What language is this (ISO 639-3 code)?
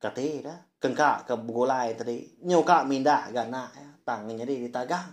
iba